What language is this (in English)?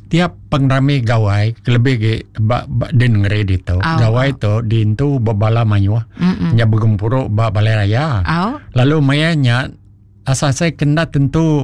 Iban